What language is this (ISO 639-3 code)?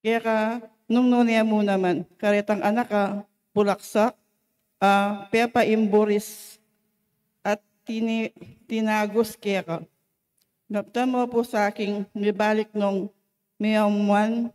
pam